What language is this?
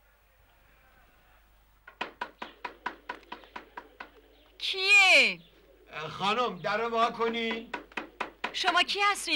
Persian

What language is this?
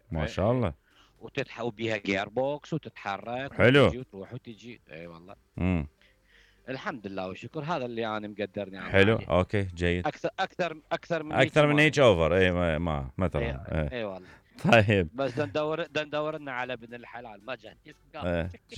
Mesopotamian Arabic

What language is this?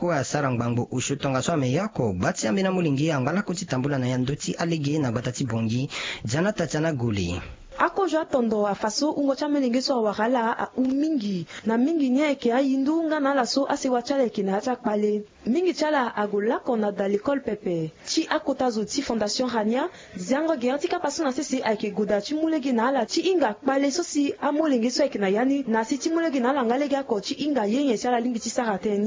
Sango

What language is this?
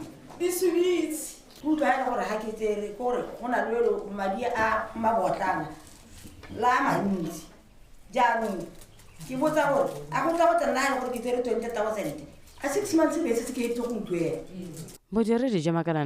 Tswana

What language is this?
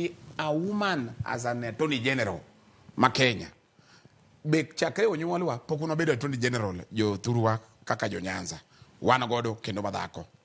Luo (Kenya and Tanzania)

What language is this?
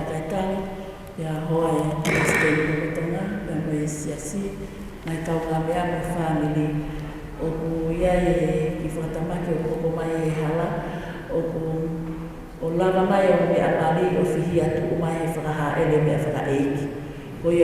Tongan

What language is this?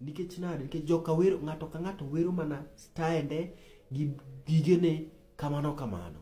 Luo (Kenya and Tanzania)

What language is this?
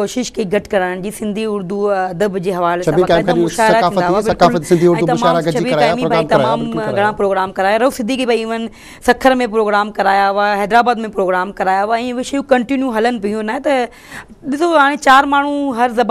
Sindhi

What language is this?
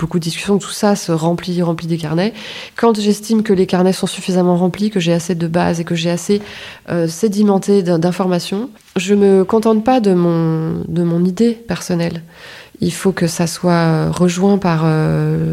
French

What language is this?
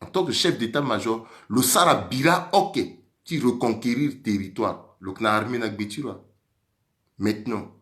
Sango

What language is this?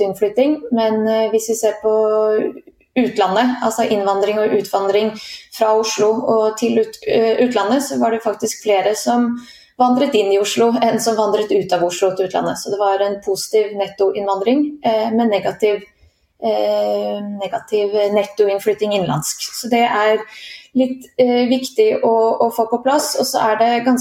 Norwegian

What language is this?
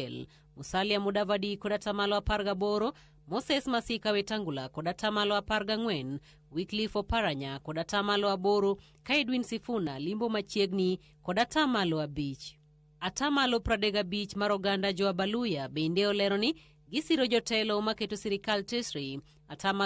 Luo (Kenya and Tanzania)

